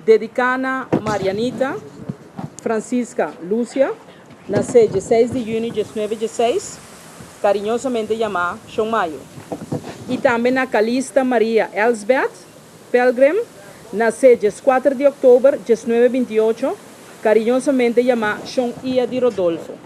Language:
Papiamento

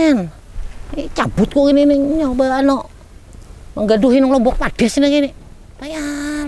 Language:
Banjar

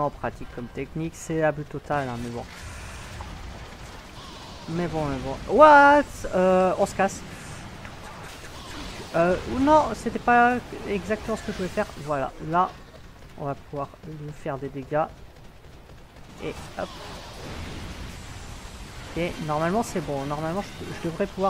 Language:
French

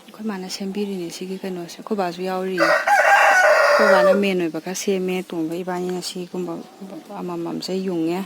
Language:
Manipuri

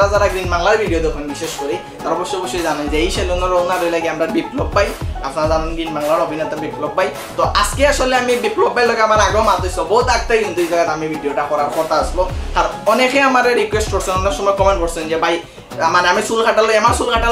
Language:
Sylheti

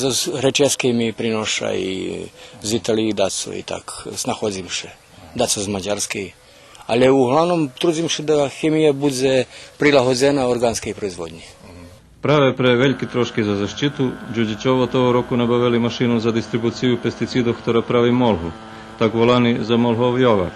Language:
Rusyn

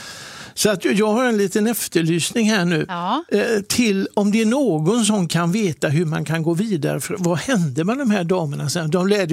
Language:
Swedish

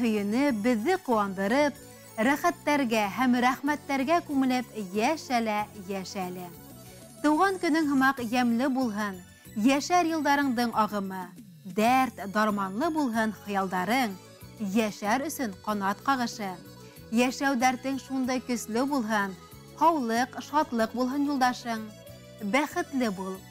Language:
Bashkir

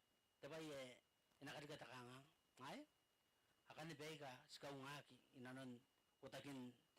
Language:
Gilbertese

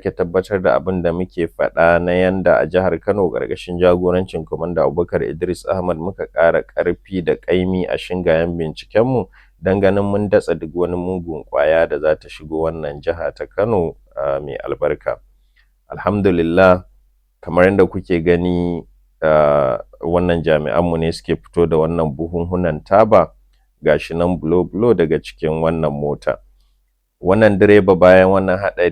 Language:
Hausa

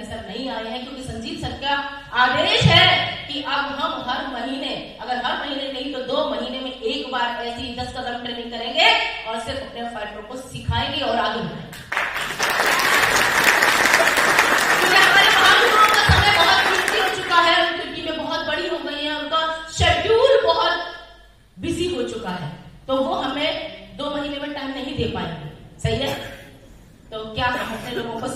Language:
Hindi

